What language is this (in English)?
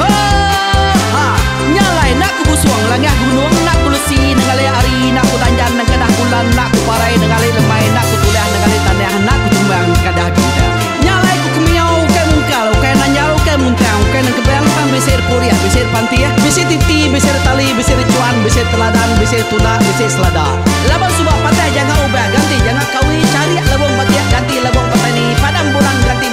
Iban